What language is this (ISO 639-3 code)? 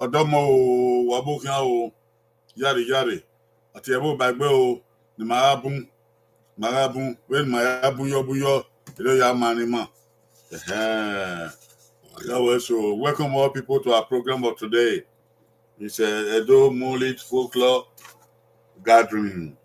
bin